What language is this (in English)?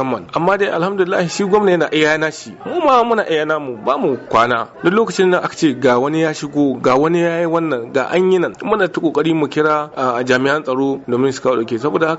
Hausa